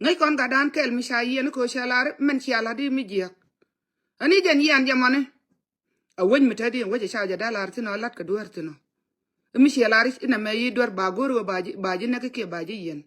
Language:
Nuer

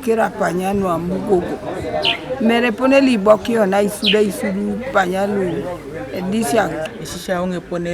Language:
Teso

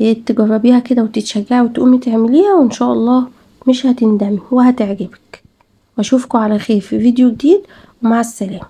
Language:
Egyptian Arabic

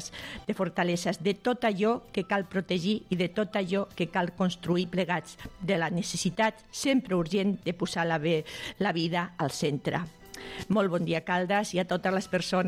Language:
Catalan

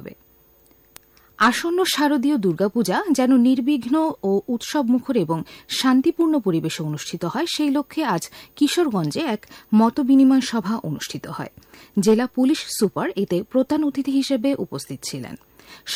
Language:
Bangla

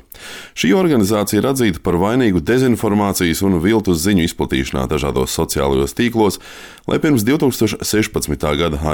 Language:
Latvian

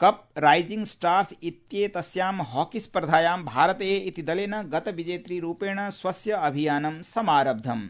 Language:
Sanskrit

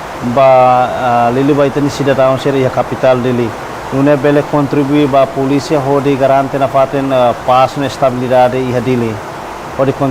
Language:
Tetum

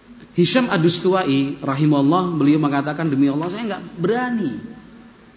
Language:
Indonesian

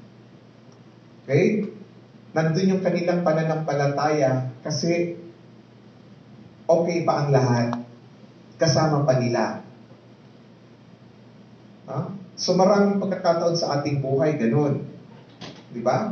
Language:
Filipino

